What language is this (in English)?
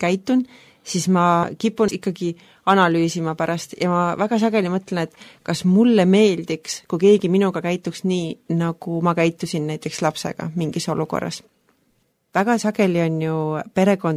Estonian